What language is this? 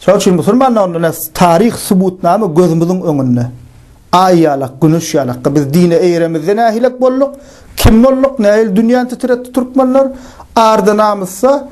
Turkmen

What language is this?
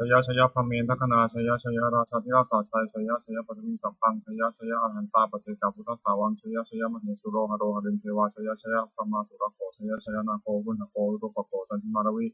Pali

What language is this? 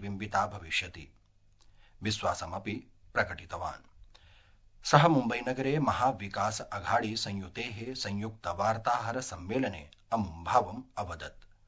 Sanskrit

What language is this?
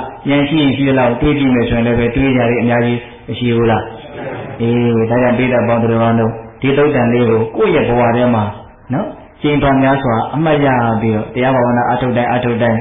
Burmese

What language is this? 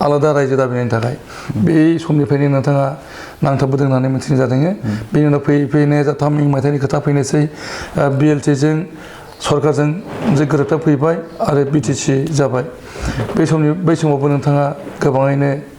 Bodo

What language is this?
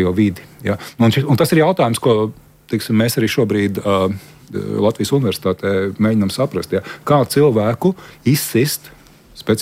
Latvian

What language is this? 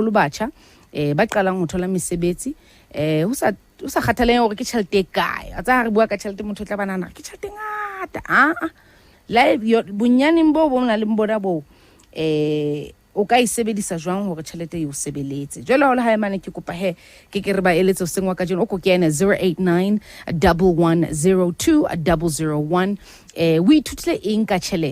Southern Sotho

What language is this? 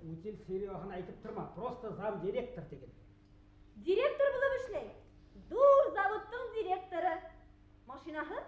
Bashkir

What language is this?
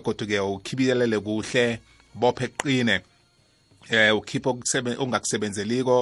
South Ndebele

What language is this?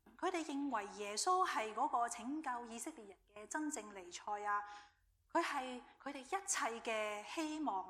Cantonese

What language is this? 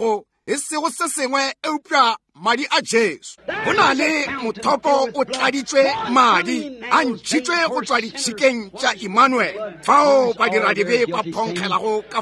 Northern Sotho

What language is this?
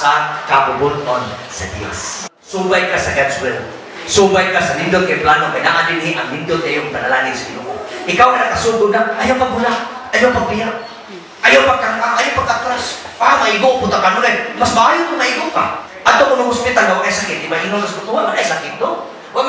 Cebuano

